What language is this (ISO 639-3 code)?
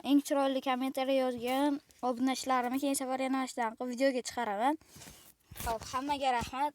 uzb